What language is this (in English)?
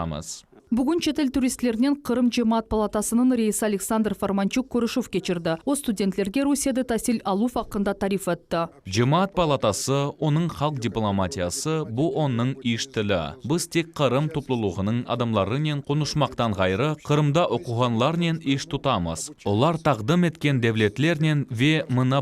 Crimean Tatar